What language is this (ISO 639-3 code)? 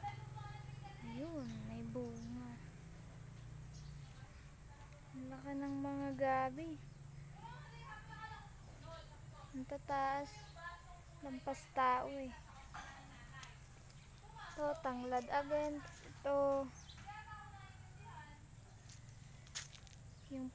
fil